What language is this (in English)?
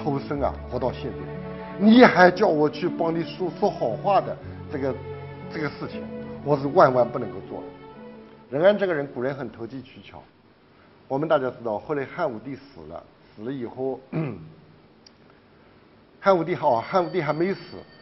Chinese